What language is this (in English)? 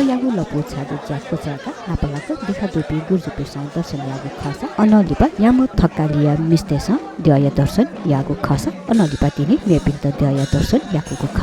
Newari